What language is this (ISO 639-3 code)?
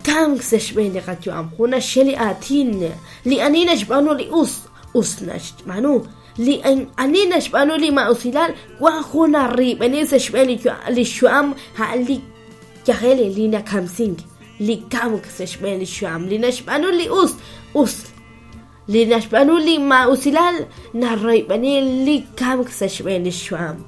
kek